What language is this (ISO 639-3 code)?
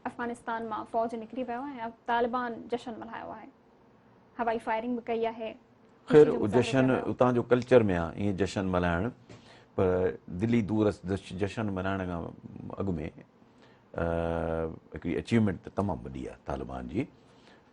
snd